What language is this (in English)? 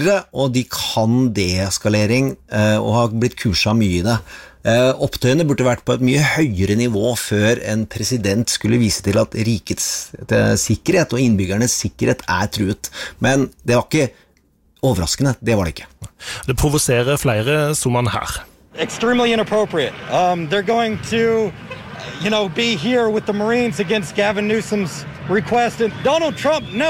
Norwegian